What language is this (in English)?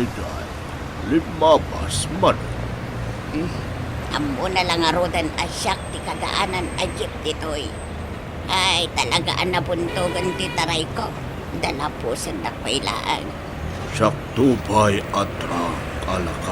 Iloko